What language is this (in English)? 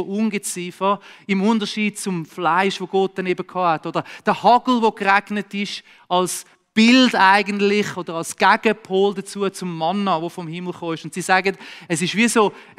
Swiss German